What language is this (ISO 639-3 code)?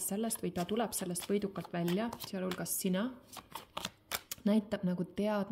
est